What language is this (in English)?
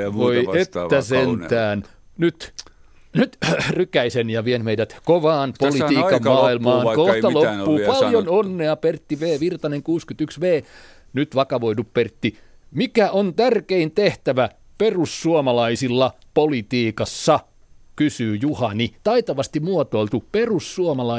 Finnish